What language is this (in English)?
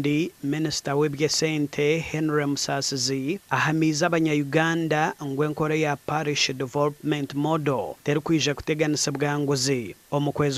Nyankole